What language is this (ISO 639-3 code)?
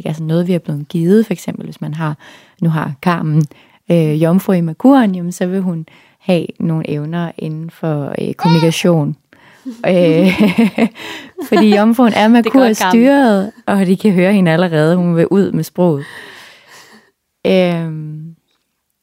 dan